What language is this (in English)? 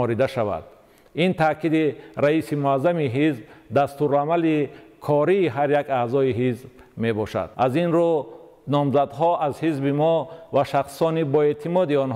Tajik